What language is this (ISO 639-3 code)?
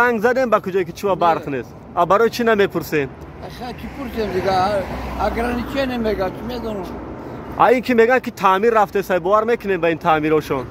tgk